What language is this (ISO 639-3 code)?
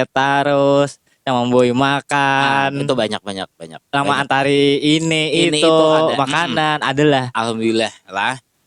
bjn